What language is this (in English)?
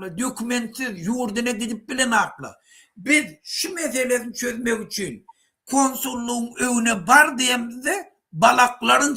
Turkmen